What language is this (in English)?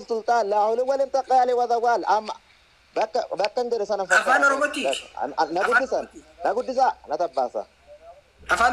Oromo